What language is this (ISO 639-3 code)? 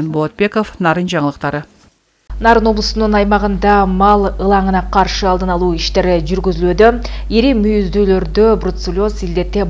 kir